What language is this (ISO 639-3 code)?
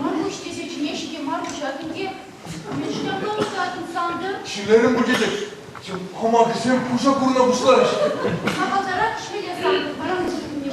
chv